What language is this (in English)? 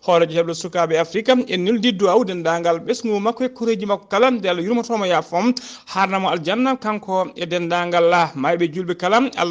Fula